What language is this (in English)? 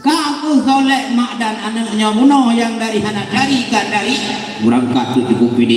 Achinese